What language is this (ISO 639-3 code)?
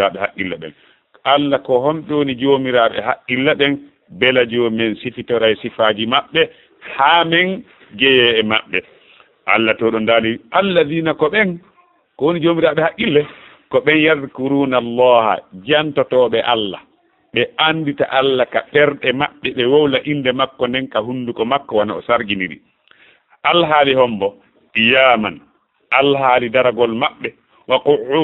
ful